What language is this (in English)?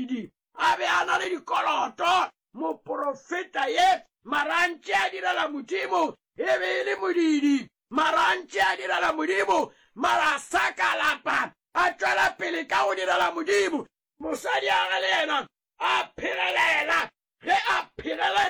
Northern Sotho